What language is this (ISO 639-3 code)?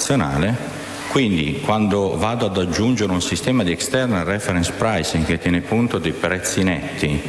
ita